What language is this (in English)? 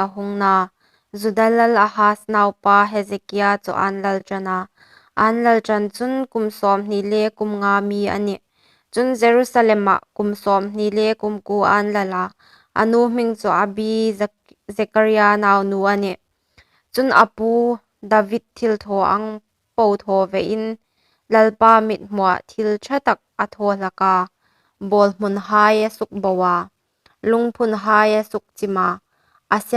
Hmar